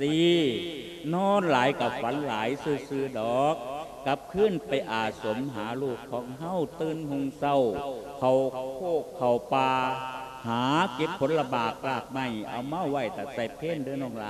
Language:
Lao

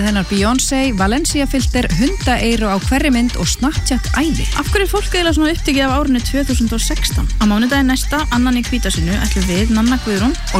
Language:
Icelandic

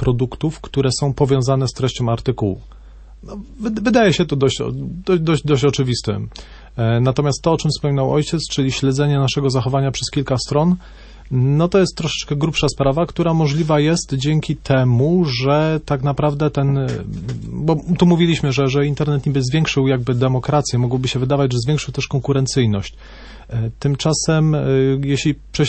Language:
Polish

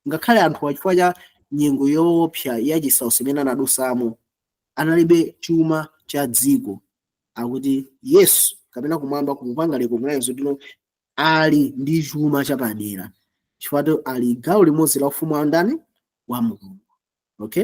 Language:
Nyanja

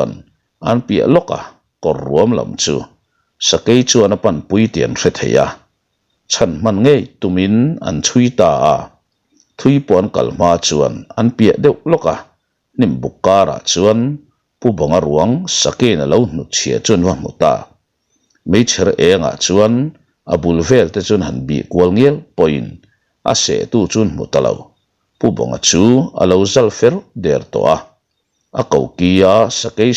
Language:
Mizo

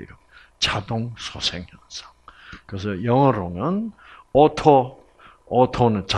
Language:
Korean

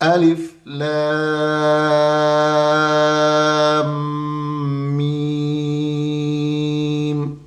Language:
Tajik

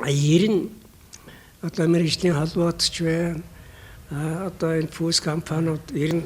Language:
Mongolian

